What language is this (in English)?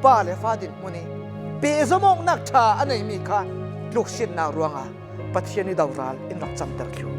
Falam Chin